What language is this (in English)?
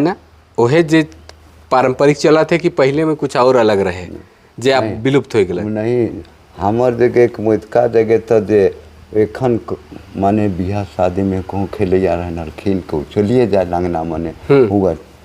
Sadri